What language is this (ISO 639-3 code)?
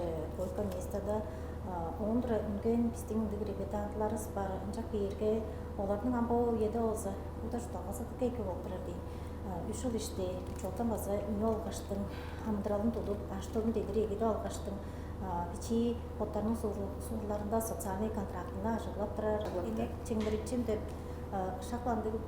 tyv